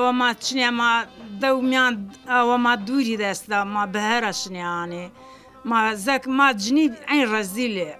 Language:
Zaza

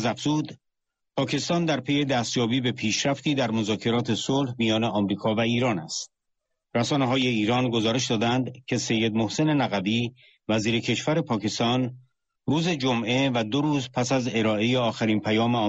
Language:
Persian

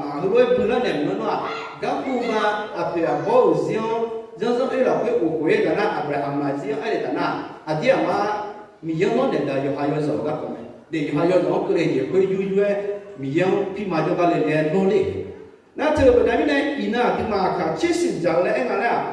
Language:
Akha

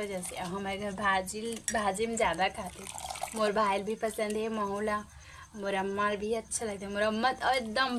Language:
Chhattisgarhi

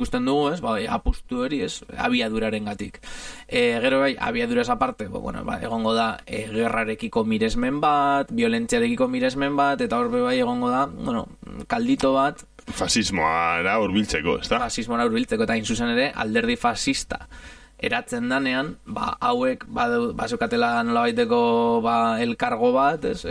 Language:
Basque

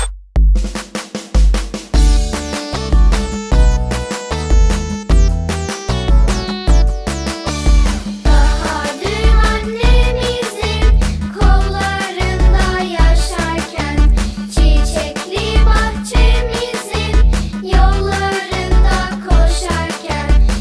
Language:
Turkish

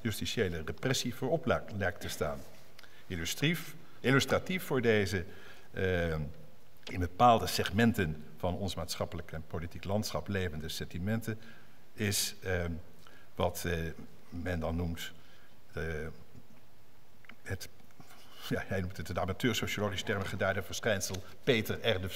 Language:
Dutch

